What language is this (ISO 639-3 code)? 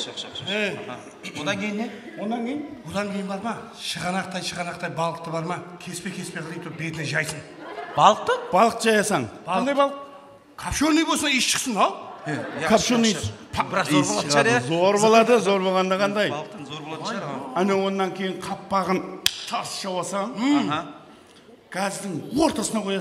kaa